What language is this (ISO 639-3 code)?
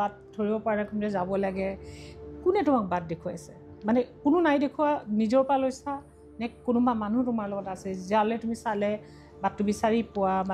asm